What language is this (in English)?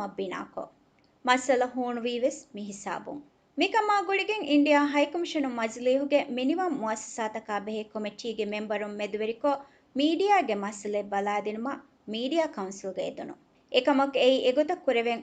Divehi